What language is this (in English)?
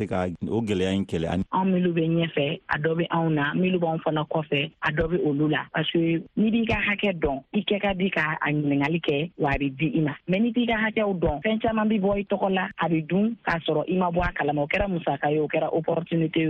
Bambara